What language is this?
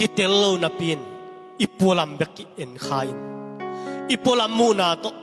Tedim Chin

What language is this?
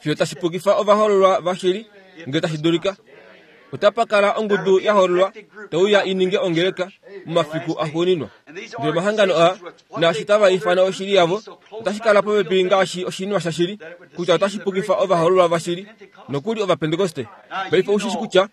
Kuanyama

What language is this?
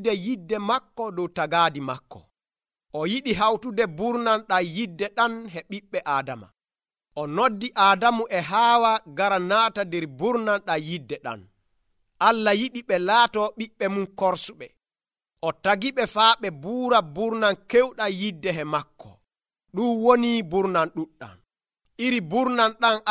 Nigerian Fulfulde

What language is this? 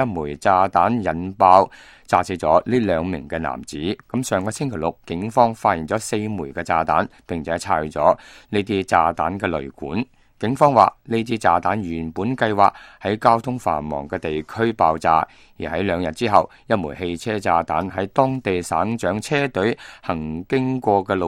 Cantonese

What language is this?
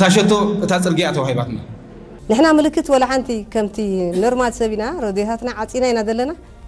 Tigrinya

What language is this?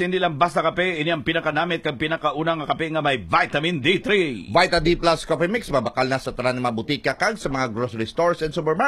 Hiligaynon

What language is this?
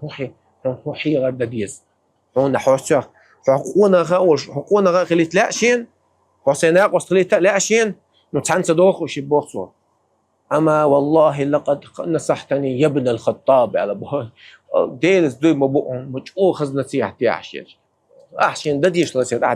Chechen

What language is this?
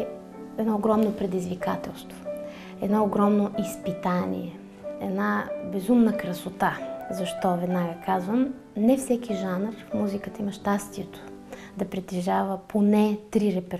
Bulgarian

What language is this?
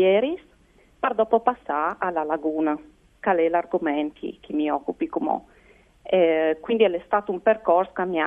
Friulian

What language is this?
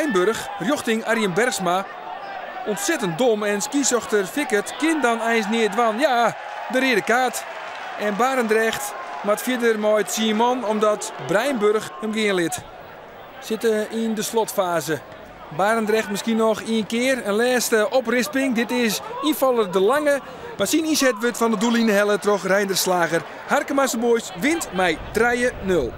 Western Frisian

